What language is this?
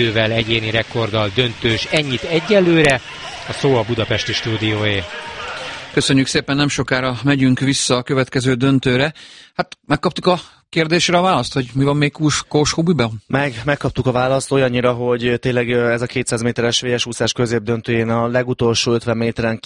Hungarian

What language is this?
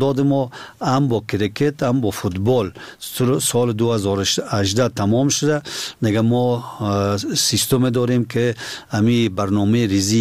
Persian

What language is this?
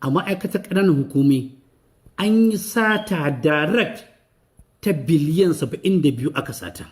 Hausa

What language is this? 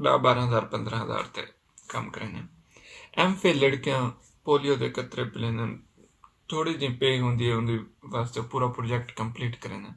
Saraiki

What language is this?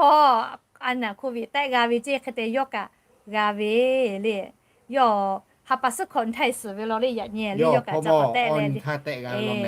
Lahu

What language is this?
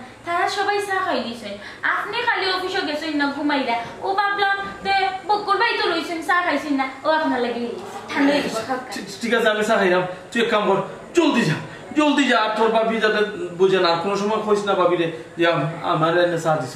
Sylheti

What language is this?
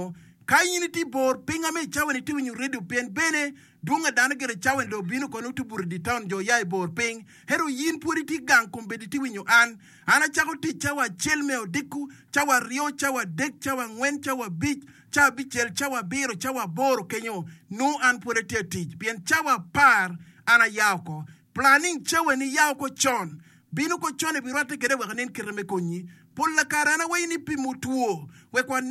Acoli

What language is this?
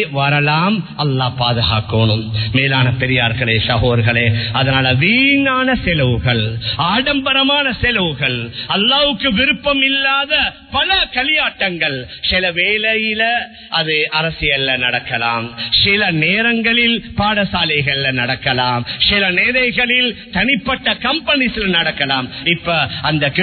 Tamil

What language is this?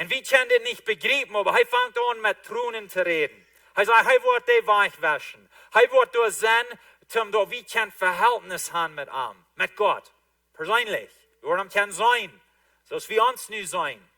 Plautdietsch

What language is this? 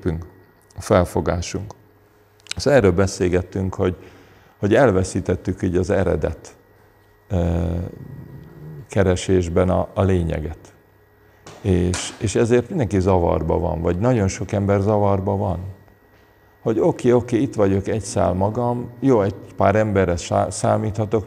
Hungarian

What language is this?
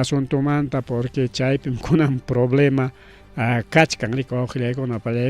Ayacucho Quechua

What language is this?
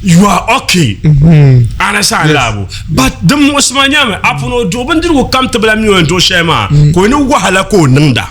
Dagbani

